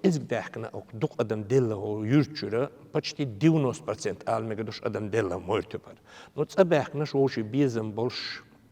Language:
Chechen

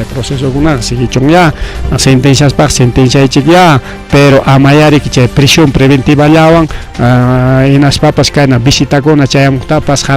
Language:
Ayacucho Quechua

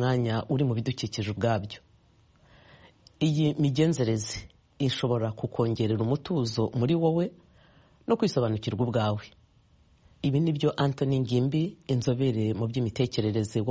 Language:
Kinyarwanda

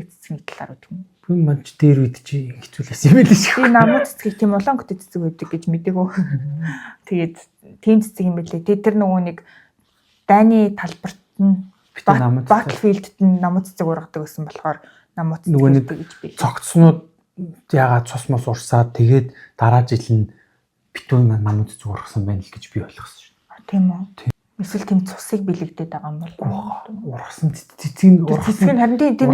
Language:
Mongolian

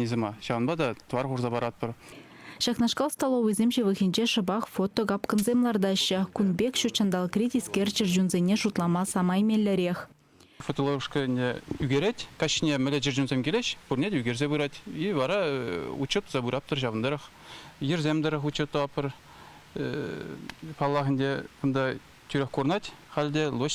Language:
Chuvash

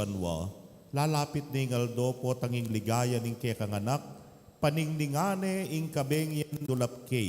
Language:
Pampanga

